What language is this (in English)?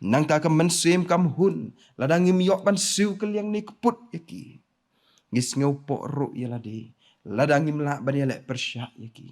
Khasi